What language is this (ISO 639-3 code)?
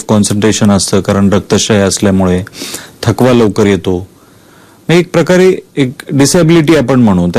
mar